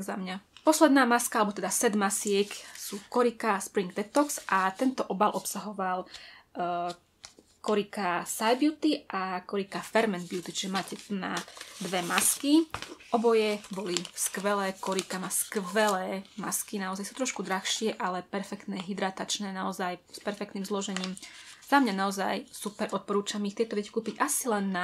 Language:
Slovak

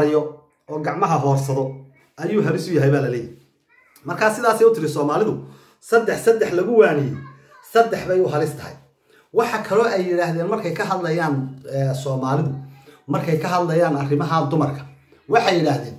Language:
Somali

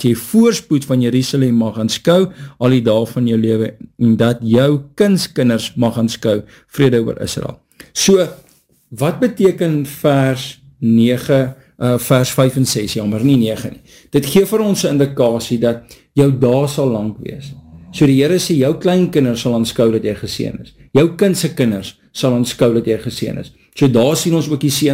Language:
Afrikaans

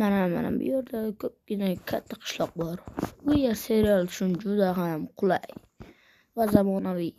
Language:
Uzbek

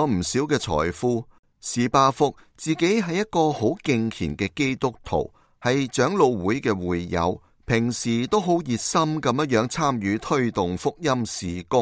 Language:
Cantonese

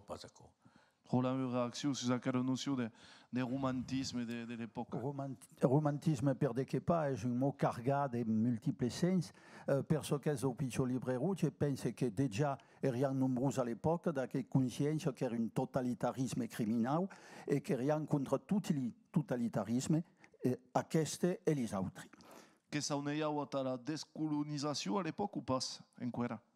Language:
Occitan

